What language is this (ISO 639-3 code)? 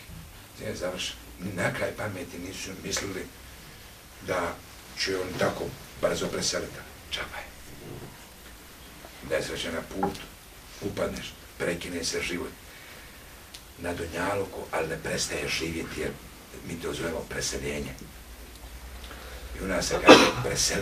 bos